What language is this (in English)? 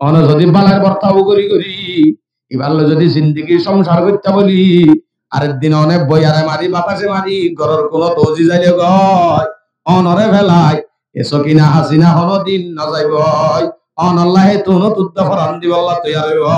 Rohingya